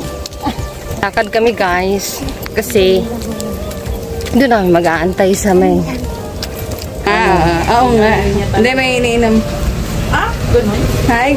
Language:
Filipino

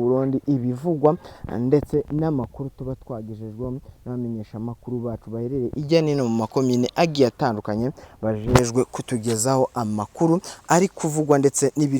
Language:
Rundi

